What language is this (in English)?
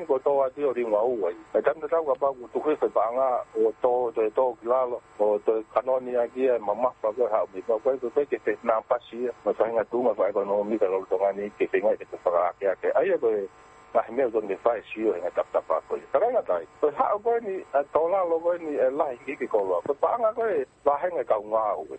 Tongan